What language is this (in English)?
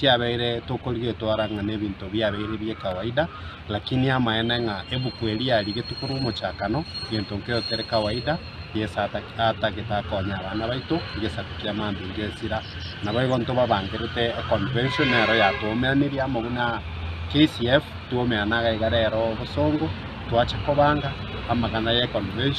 Gusii